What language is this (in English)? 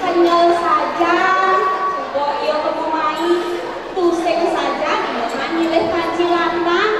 Balinese